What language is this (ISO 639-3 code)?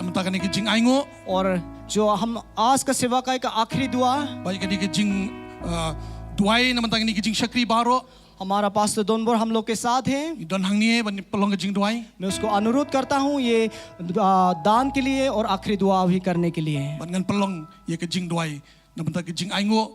kha